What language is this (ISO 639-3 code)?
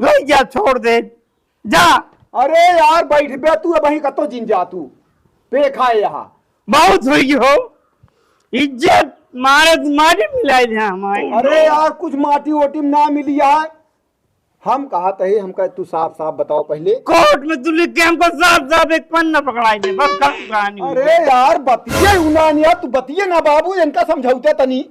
awa